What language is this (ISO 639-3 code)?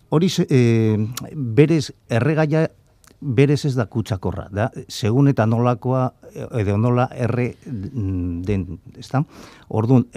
eus